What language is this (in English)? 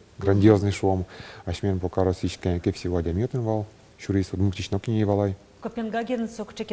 Udmurt